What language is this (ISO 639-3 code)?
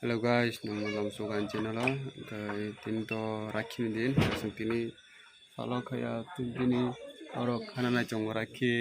trp